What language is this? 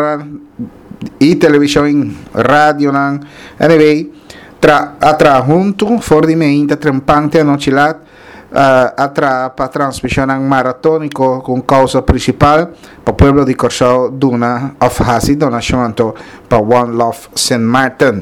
Papiamento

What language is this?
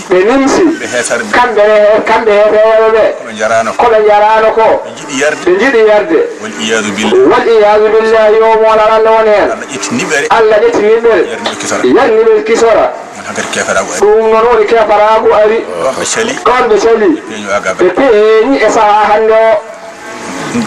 Fula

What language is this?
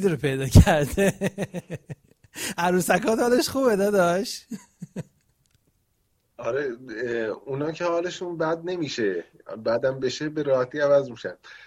Persian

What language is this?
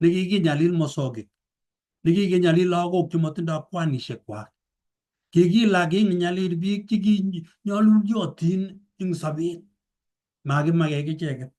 Kalenjin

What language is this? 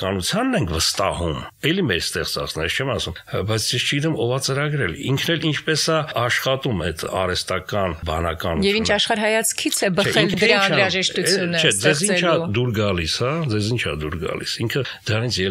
Armenian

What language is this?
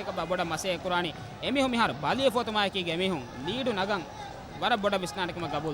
Divehi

